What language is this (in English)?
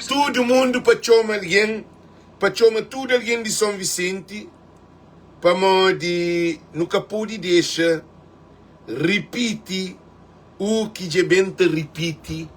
Kabuverdianu